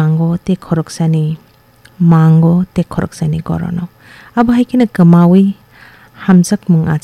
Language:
Kok Borok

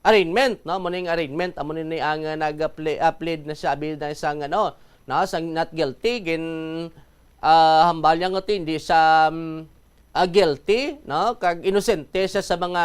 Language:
Hiligaynon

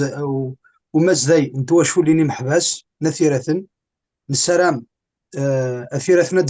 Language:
Kabyle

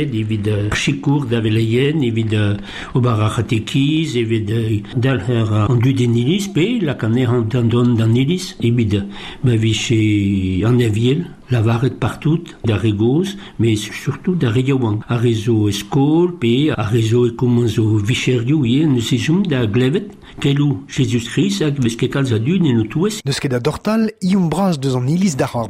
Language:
Breton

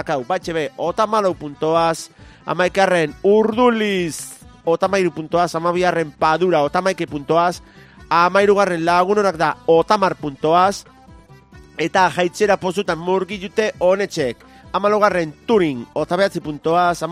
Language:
Basque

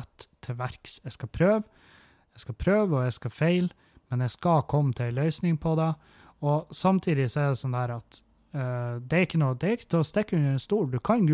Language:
Norwegian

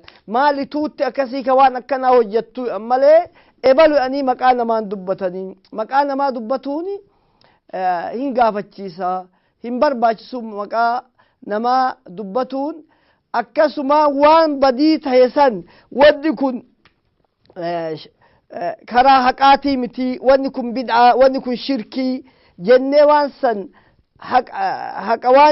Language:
Oromo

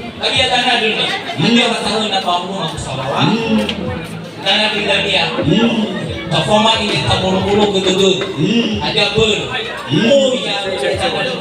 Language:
Nias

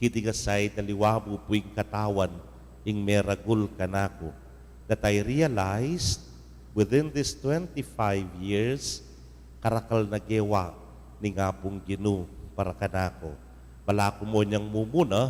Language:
Pampanga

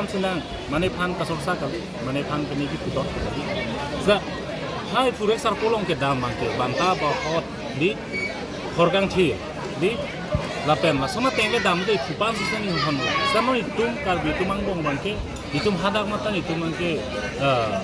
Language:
Karbi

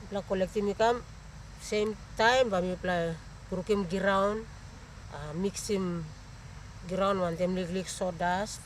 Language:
Tok Pisin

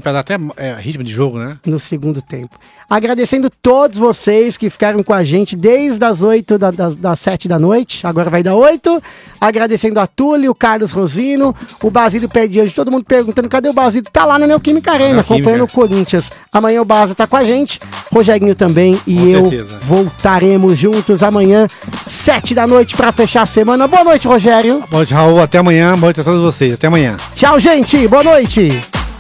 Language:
Portuguese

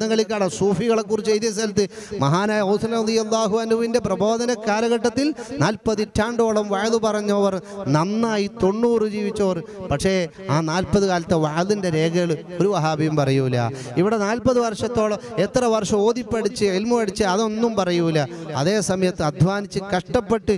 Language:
Malayalam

